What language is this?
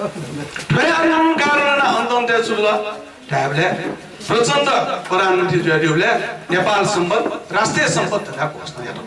Newari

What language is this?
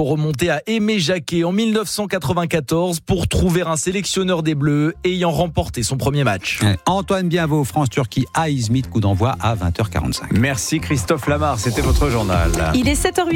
French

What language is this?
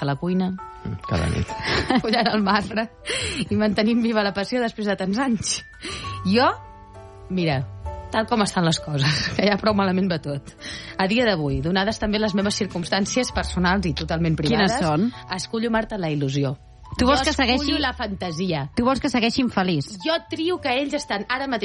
Catalan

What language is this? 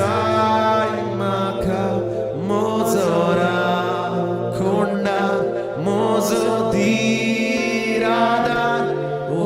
Konkani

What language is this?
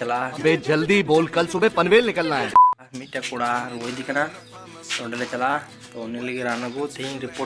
Santali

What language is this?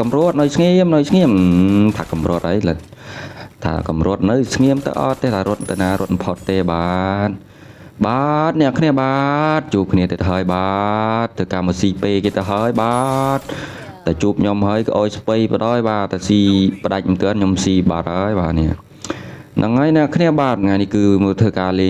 Khmer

